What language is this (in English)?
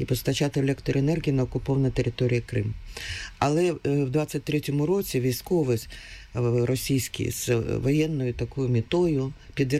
Ukrainian